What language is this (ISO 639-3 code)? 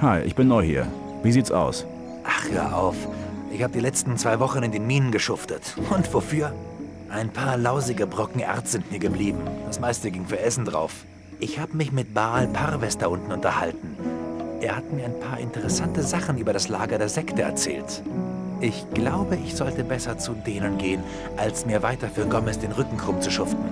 bar